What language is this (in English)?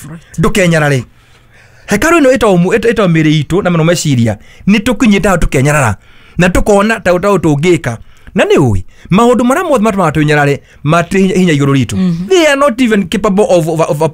Kikuyu